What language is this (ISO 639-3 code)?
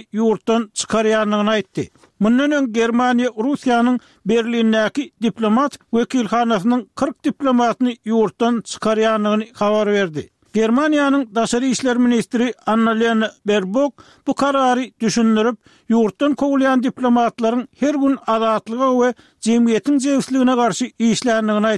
tuk